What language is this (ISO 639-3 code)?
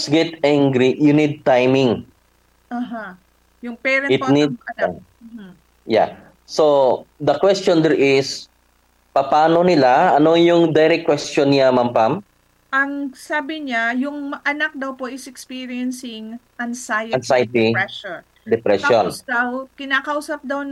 fil